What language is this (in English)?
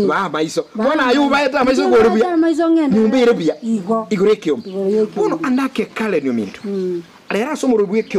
Gusii